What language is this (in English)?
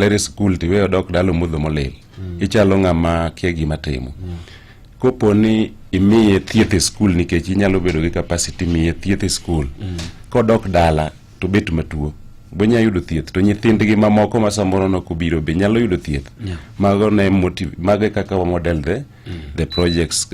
Luo (Kenya and Tanzania)